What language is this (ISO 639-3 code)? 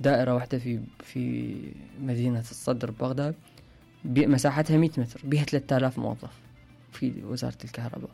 acm